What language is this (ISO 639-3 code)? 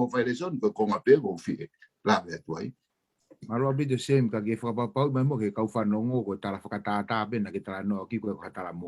ton